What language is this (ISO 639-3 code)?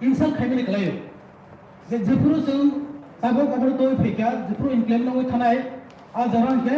trp